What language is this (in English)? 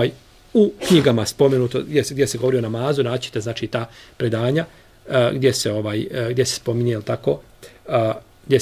Bosnian